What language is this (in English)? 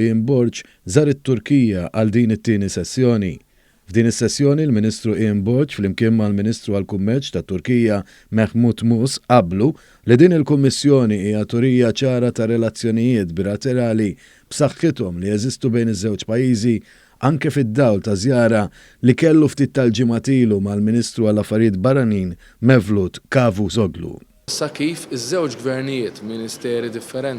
Maltese